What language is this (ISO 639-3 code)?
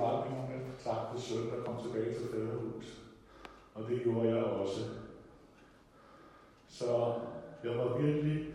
dan